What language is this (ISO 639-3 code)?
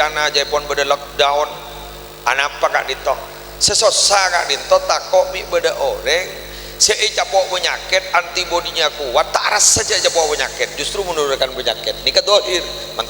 mad